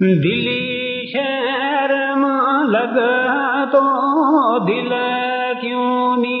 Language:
Gujari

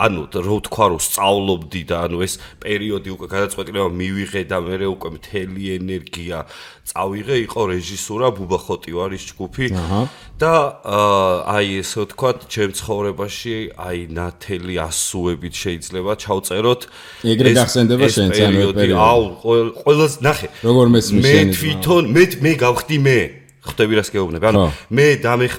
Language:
Georgian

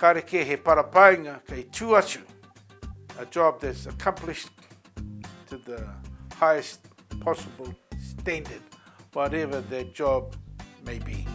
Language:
Māori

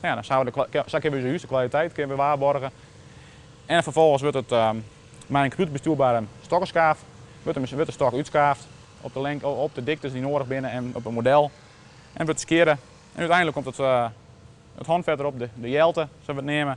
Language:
Western Frisian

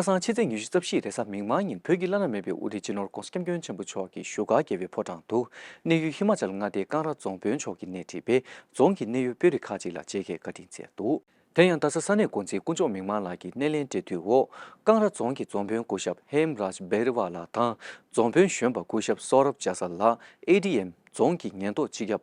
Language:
Tibetan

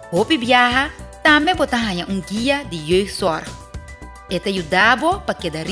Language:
Papiamento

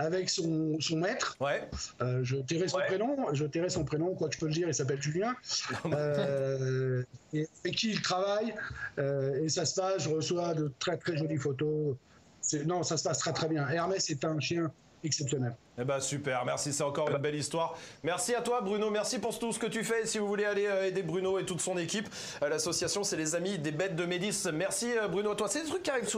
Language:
French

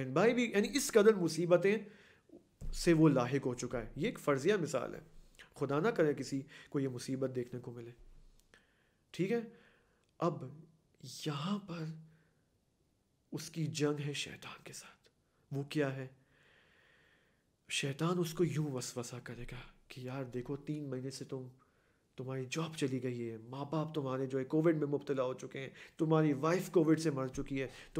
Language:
Urdu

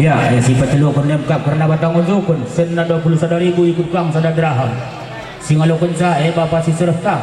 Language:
Batak Karo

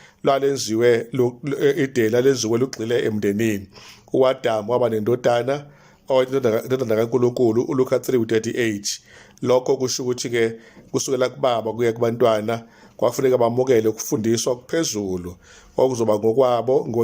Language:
Zulu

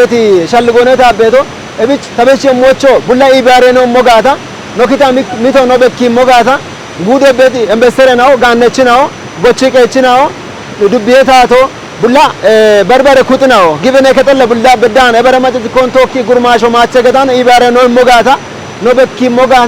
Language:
Kafa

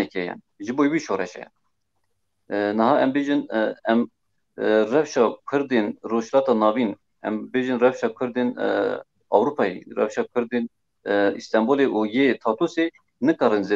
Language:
Kurdish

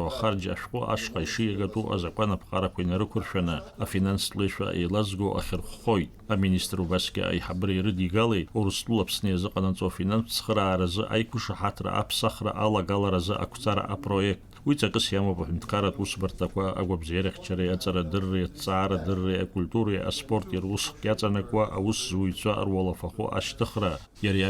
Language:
Abkhazian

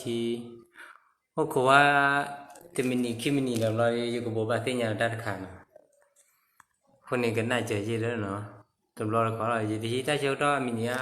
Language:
S'gaw Karen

